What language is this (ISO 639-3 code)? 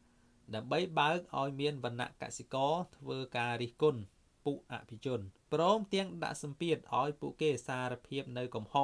khm